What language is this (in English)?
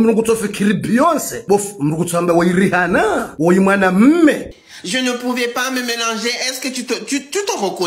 Ngazidja Comorian